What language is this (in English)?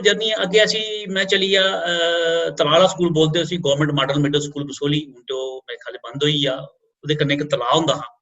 Dogri